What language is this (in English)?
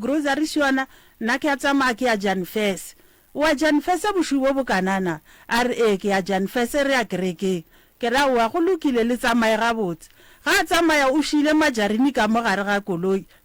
Northern Sotho